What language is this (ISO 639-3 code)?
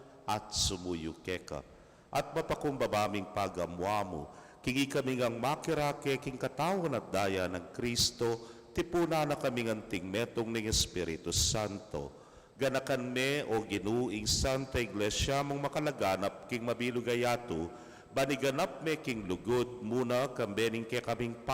pam